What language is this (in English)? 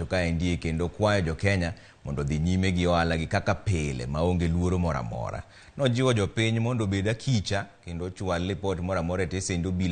Luo (Kenya and Tanzania)